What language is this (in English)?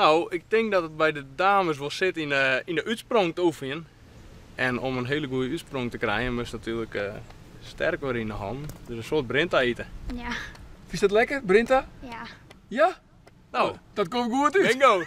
Western Frisian